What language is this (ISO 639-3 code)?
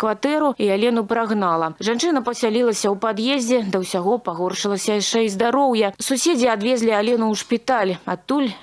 bel